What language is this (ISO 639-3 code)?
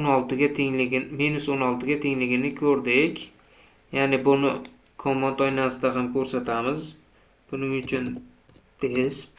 uzb